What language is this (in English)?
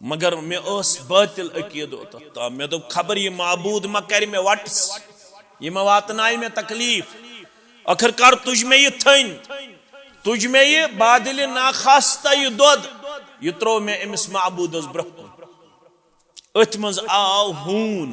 Kashmiri